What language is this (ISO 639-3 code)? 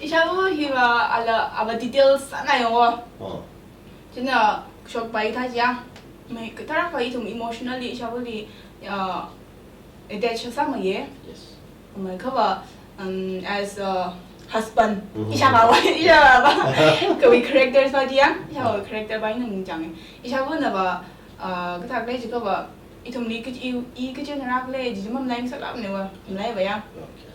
nmf